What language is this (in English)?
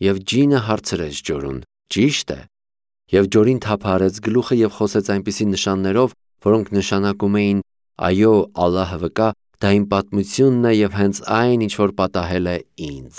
Armenian